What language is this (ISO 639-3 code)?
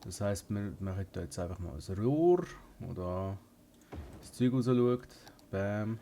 gsw